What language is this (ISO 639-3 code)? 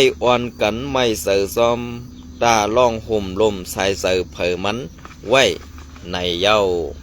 shn